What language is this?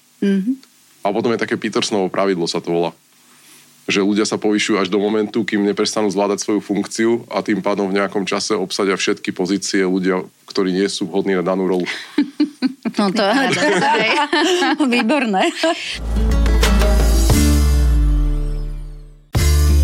Slovak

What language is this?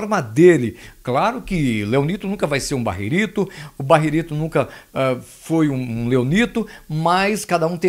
Portuguese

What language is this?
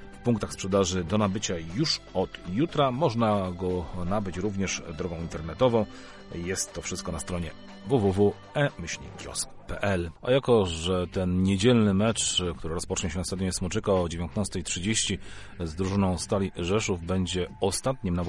Polish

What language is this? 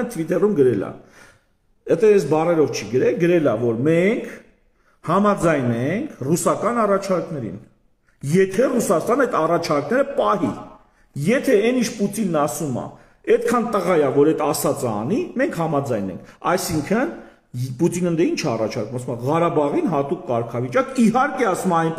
Armenian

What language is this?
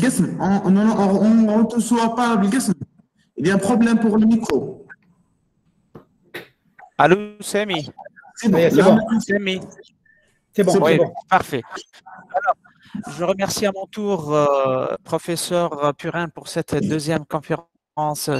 French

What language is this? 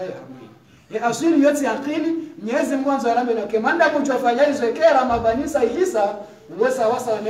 Swahili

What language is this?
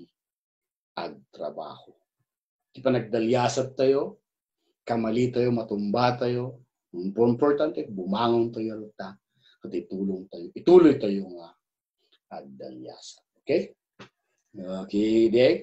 Iloko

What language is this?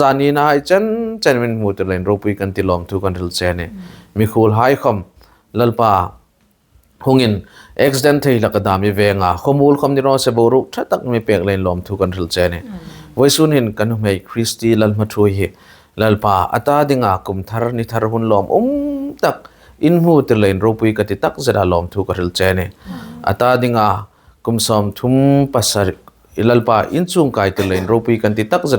Hmar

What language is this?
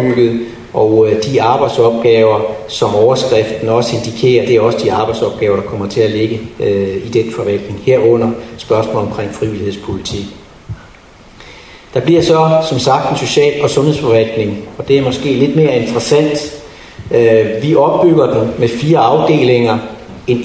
Danish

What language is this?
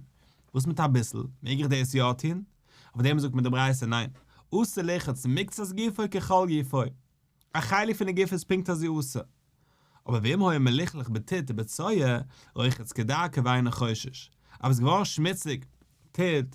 Yiddish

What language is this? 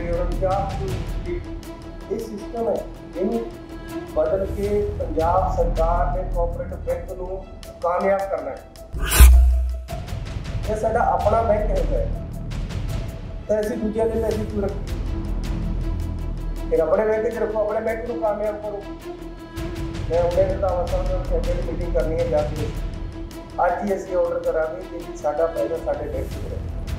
Punjabi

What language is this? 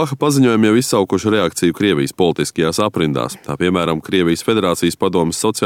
Latvian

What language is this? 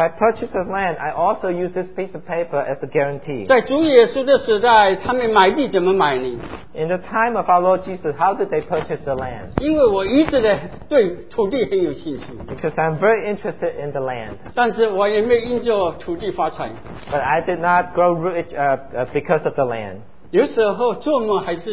Chinese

